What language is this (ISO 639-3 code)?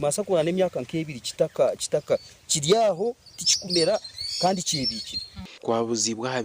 nyn